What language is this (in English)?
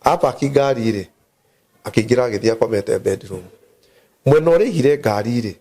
Kikuyu